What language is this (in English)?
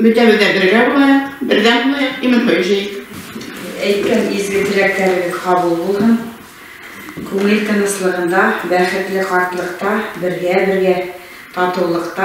Bashkir